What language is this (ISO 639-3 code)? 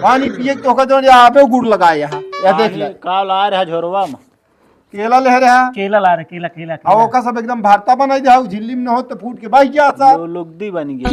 awa